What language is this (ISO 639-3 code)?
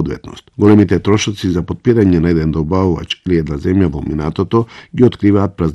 mkd